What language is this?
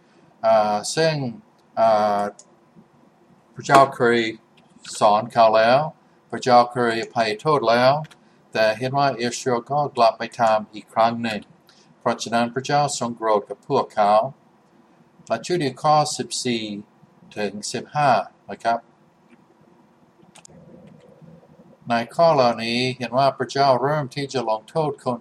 Thai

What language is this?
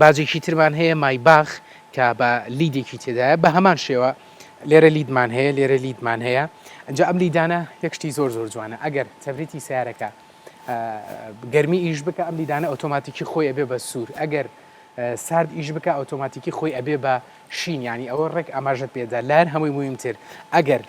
Central Kurdish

